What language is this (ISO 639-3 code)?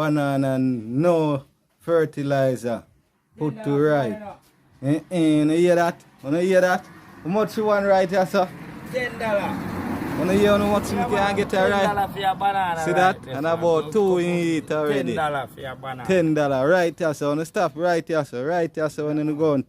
jam